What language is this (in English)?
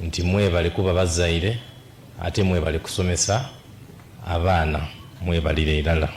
Soga